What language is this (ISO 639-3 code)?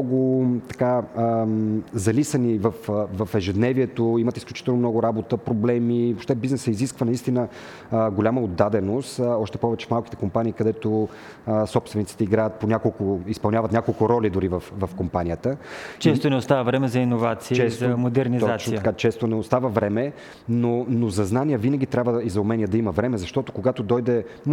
bul